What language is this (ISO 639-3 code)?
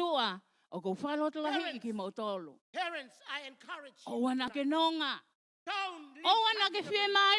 ton